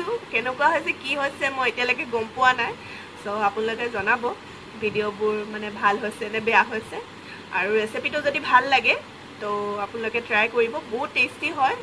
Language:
Assamese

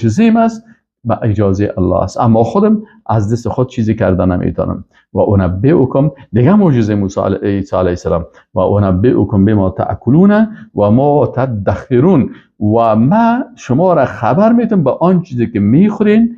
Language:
Persian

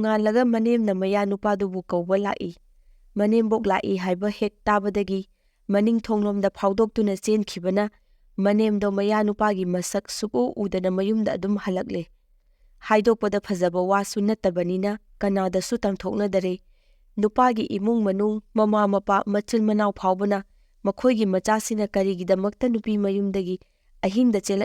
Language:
Manipuri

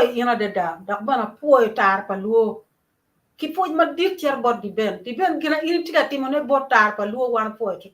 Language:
Acoli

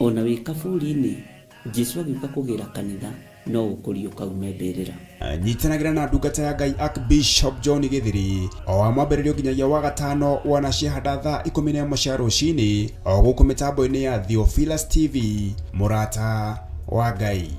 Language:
Kikuyu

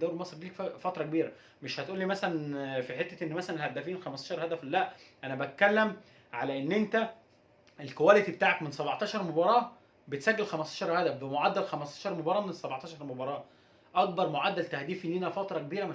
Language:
Egyptian Arabic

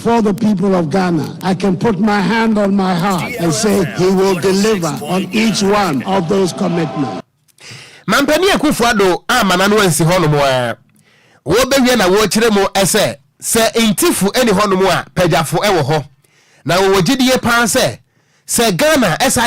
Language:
Akan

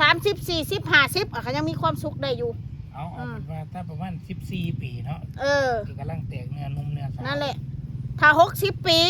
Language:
Northeastern Thai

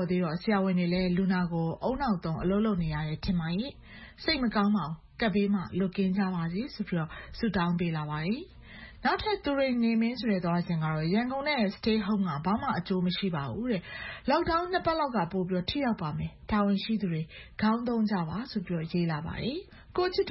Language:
Burmese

